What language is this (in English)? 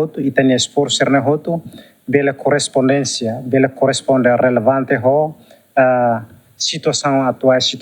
Tetum